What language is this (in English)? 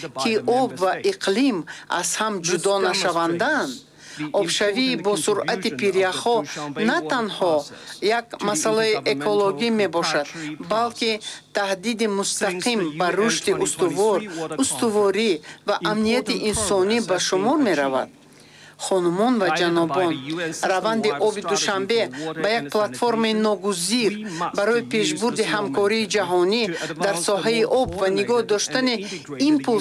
Tajik